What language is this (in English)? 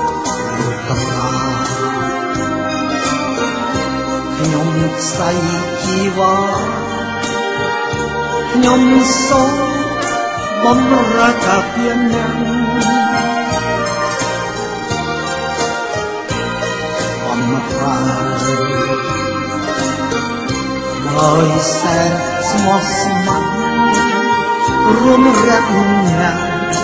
Vietnamese